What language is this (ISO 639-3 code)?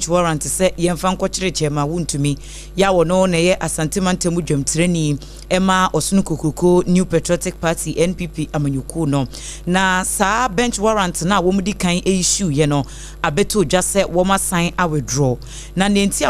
aka